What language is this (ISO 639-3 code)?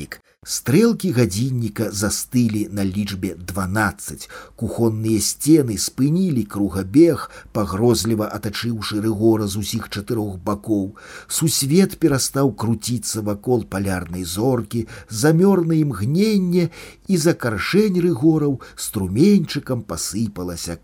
bel